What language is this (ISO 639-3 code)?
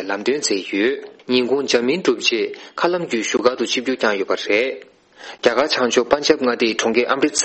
bod